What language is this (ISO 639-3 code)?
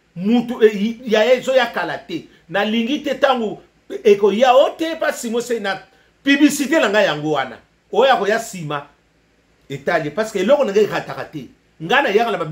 lin